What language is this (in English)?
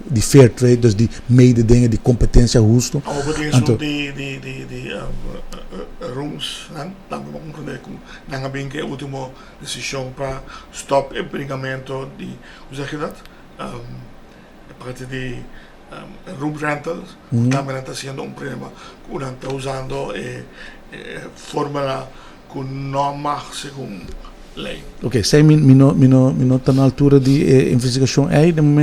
Papiamento